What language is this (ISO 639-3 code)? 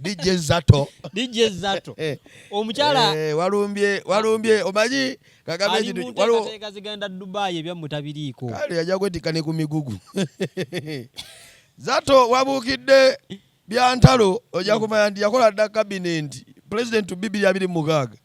lug